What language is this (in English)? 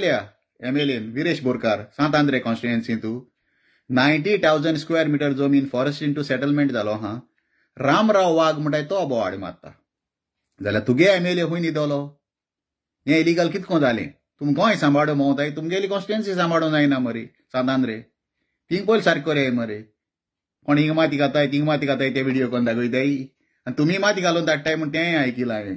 Konkani